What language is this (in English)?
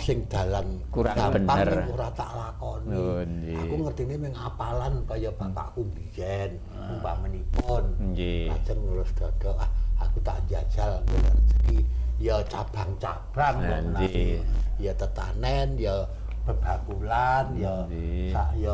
Javanese